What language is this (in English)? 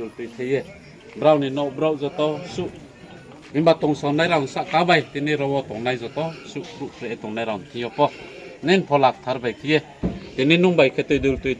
Riang (India)